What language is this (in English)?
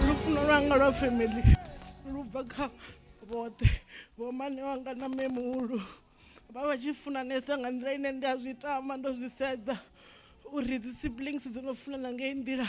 Venda